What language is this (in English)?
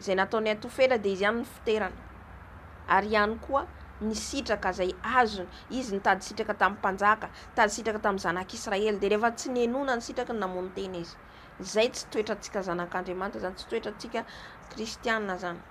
Malagasy